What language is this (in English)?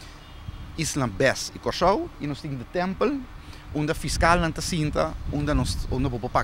Papiamento